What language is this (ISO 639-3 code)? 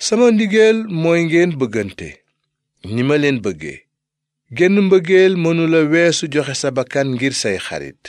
wol